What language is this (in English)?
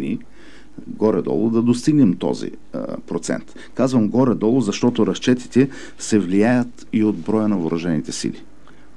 Bulgarian